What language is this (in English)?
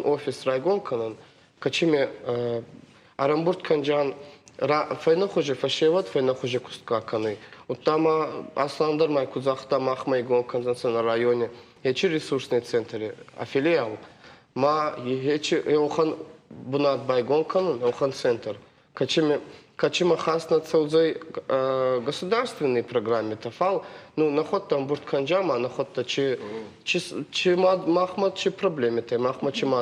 Ossetic